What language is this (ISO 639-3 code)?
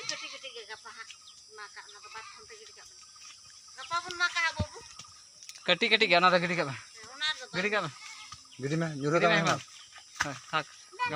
sat